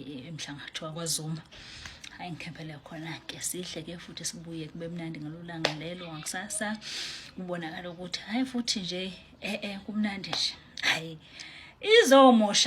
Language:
Zulu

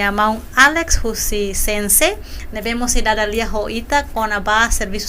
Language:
Tetum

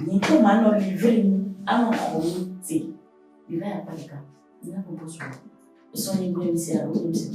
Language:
Ewe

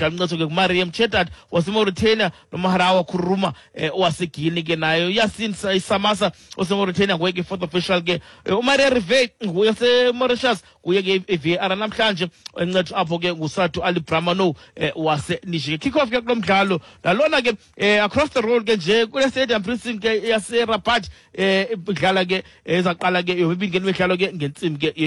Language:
Xhosa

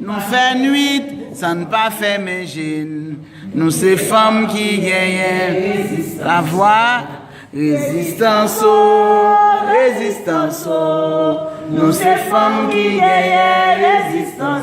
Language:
Haitian Creole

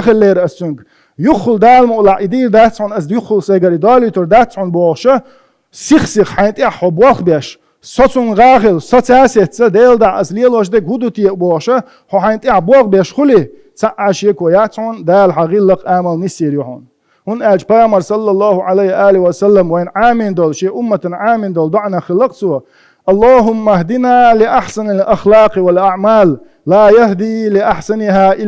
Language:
Chechen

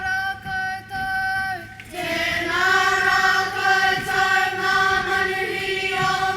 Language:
Māori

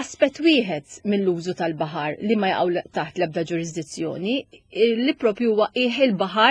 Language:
Maltese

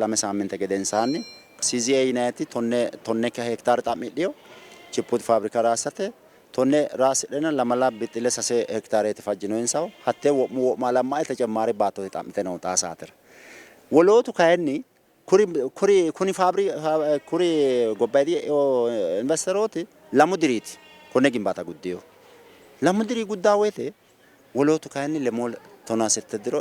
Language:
Sidamo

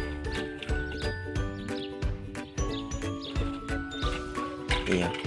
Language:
Lao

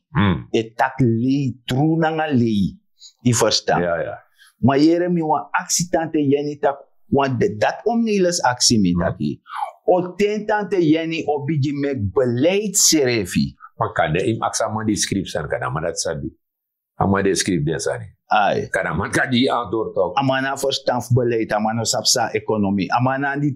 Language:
Sranan Tongo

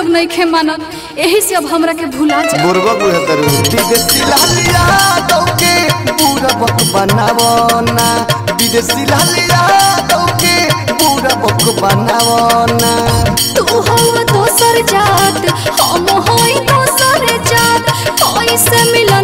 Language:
Bhojpuri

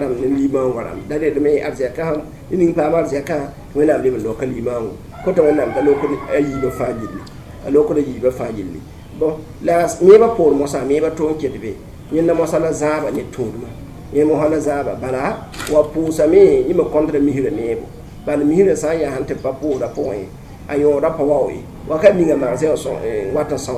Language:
Mossi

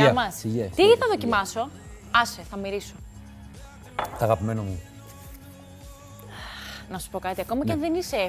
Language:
Greek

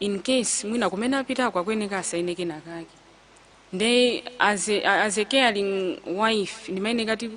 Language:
Nyanja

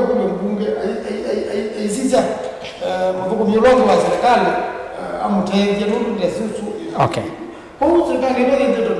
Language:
Kamba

